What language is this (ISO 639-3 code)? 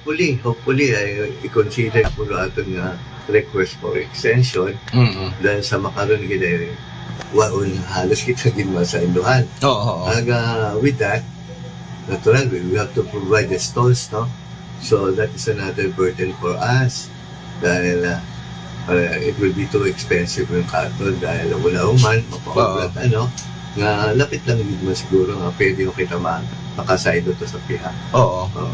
akl